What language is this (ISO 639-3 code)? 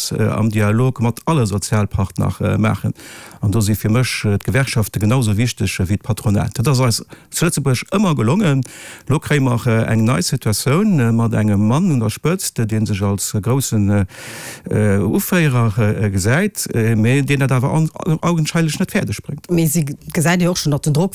ltz